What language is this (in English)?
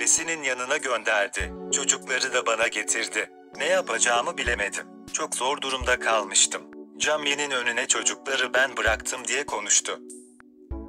Turkish